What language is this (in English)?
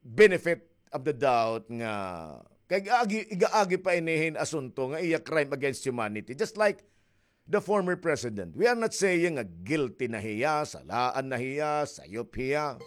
Waray